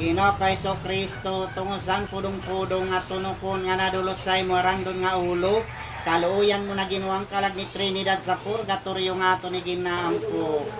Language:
Waray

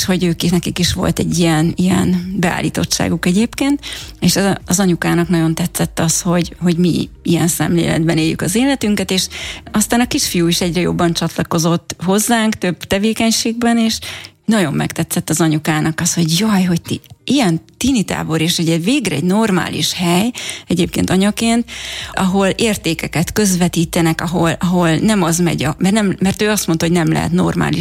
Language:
Hungarian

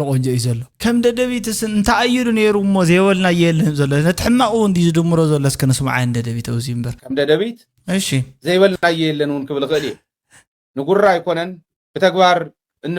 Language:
Tigrinya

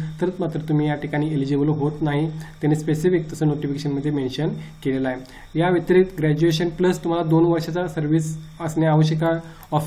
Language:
Marathi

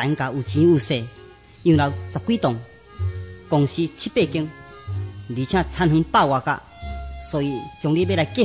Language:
Min Nan Chinese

